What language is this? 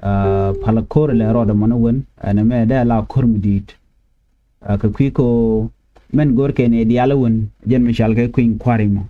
Nuer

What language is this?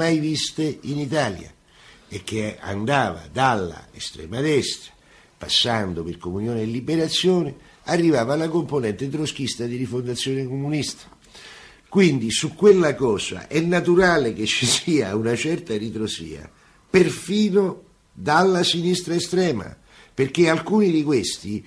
Italian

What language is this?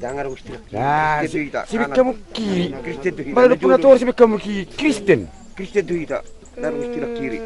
Batak Toba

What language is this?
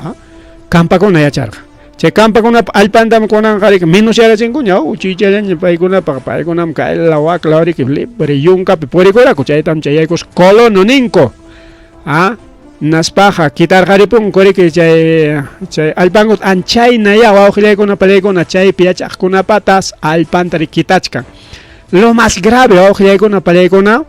Ayacucho Quechua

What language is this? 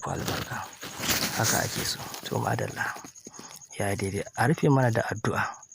Hausa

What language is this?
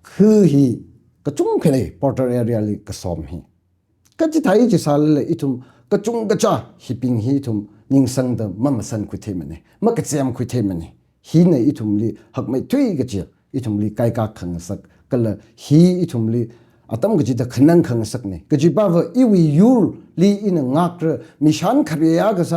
Tangkhul Naga (India)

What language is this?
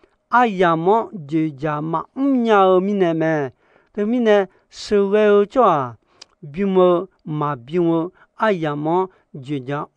Akha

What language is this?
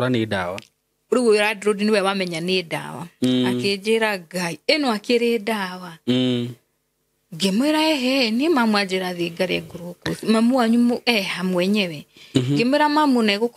Kikuyu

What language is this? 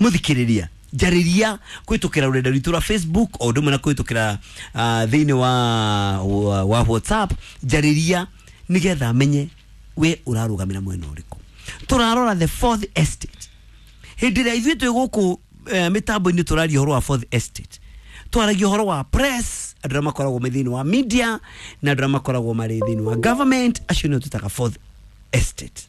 Kikuyu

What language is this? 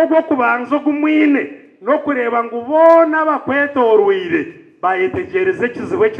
Nyankole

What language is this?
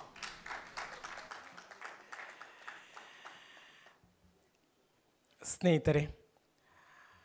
Kannada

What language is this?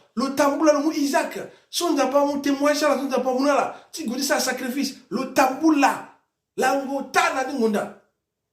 Sango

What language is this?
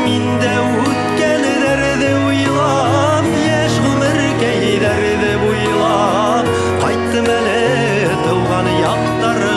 Bashkir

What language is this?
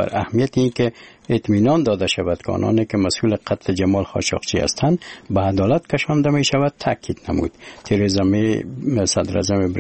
Persian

